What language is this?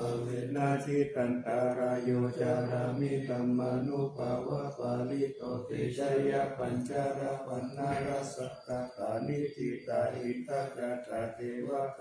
Pali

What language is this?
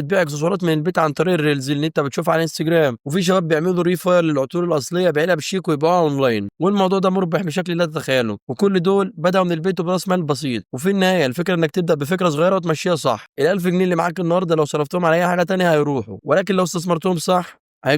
Egyptian Arabic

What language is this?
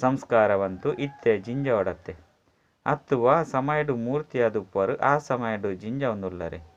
Tulu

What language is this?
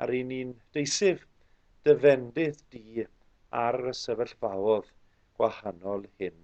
Welsh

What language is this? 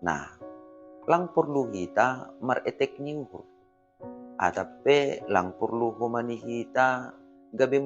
Batak Simalungun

